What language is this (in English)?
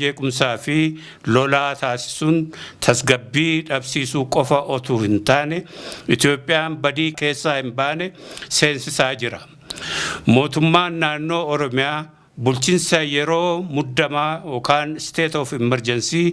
Oromo